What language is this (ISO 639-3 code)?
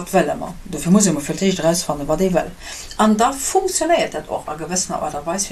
ltz